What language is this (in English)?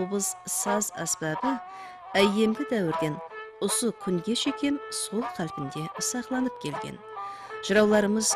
Kara-Kalpak